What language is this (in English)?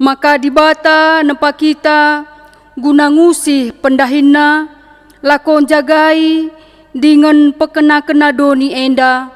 Batak Karo